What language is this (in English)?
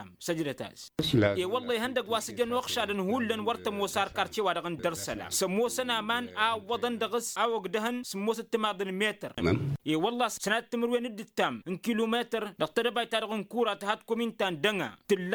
Tamasheq